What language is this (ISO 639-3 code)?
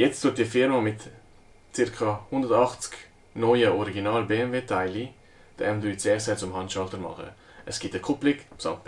gsw